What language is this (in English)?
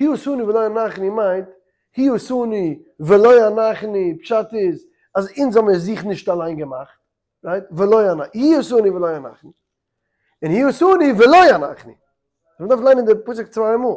Yiddish